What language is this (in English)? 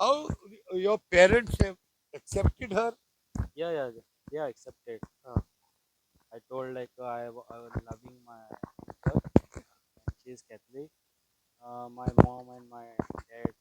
Konkani